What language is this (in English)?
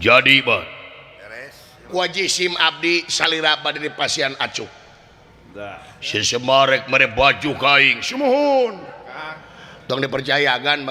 Sundanese